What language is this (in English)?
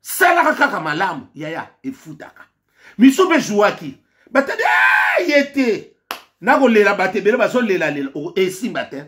Lingala